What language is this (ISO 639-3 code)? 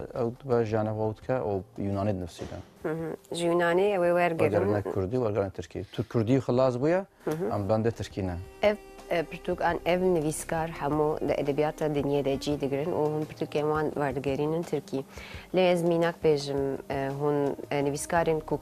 kur